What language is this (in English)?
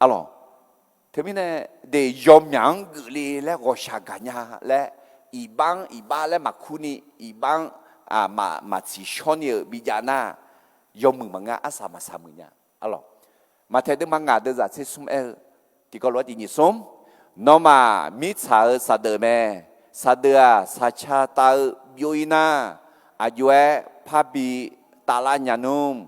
Akha